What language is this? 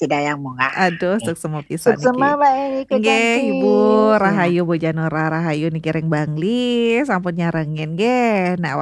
Balinese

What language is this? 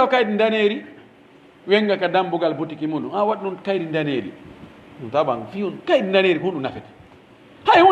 Pular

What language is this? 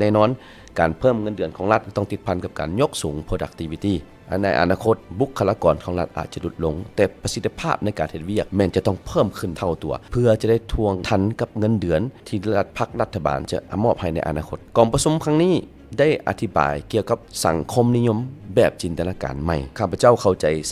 Lao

